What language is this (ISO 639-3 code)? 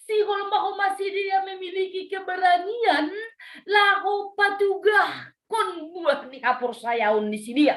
bts